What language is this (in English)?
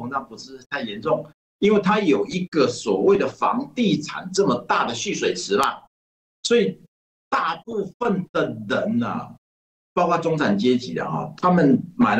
Chinese